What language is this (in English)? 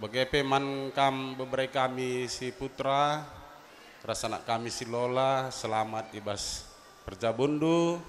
Batak Karo